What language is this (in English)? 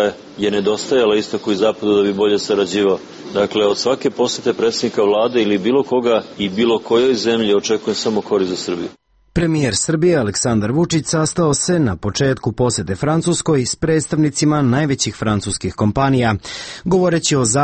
Serbian